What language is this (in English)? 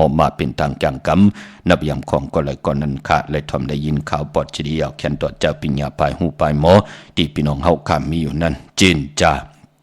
Shan